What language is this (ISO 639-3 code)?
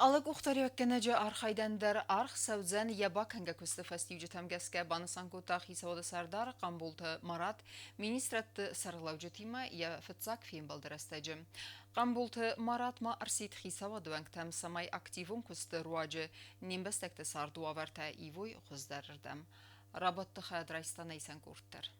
oss